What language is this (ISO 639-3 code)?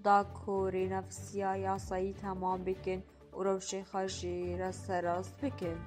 kur